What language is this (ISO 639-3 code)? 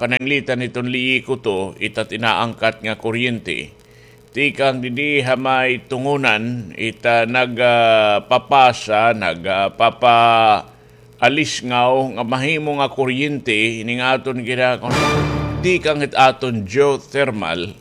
war